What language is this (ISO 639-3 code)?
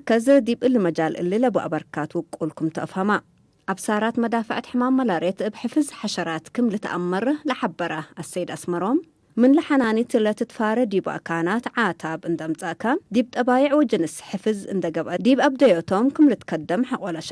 tig